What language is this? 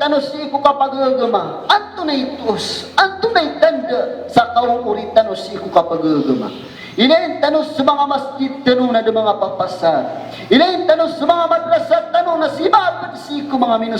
Maranao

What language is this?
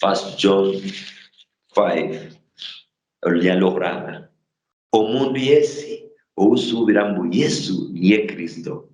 Luyia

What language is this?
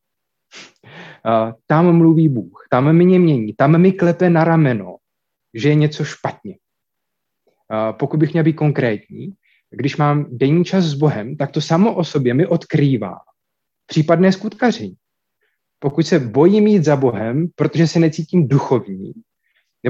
Czech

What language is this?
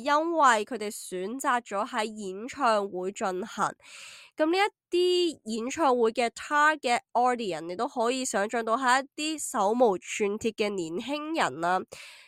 Cantonese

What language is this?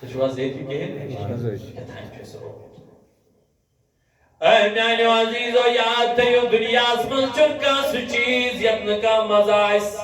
Kashmiri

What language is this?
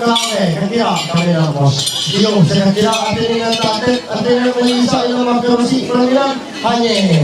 Ma'anyan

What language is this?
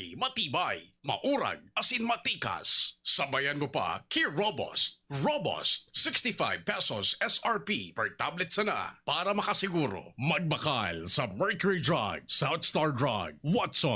Bikol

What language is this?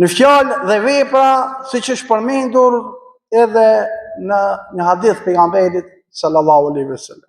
Albanian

